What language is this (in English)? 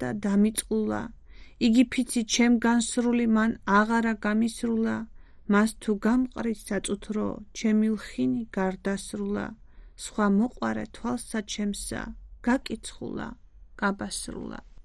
Georgian